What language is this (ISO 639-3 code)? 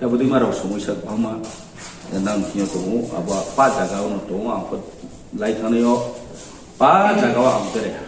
ria